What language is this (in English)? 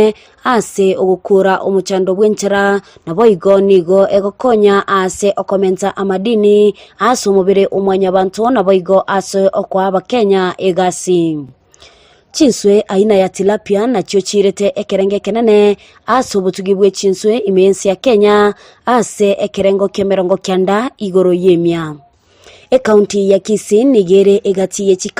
Gusii